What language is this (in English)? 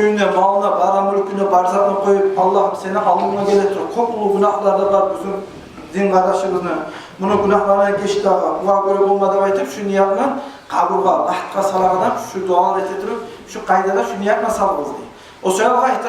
Kumyk